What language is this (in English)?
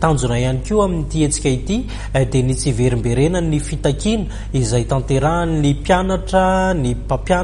Malagasy